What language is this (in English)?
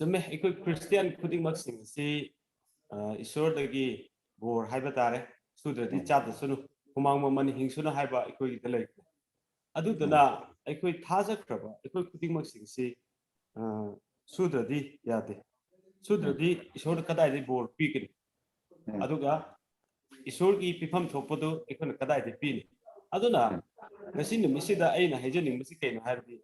Manipuri